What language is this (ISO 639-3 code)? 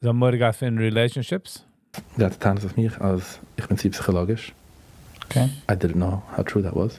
yid